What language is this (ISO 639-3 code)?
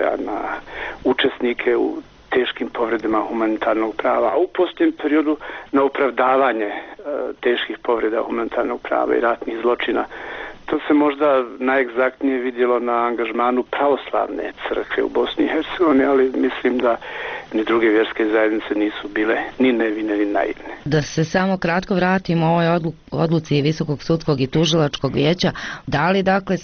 bos